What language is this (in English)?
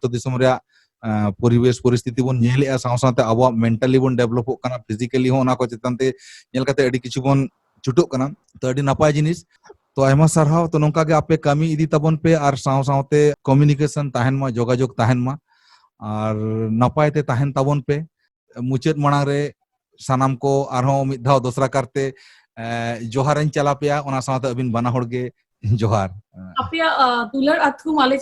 Santali